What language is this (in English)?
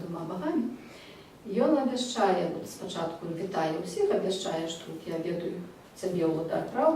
Belarusian